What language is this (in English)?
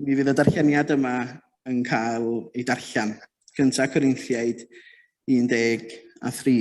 Welsh